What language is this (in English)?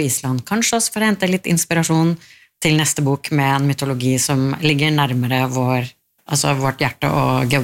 Norwegian